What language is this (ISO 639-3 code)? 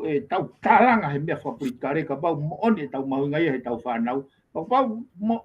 ton